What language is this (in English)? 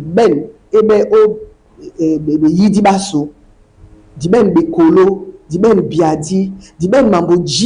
Duala